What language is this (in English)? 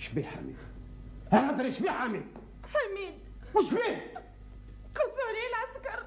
Algerian Arabic